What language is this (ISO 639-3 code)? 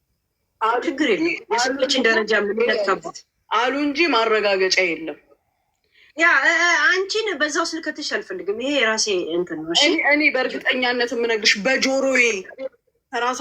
amh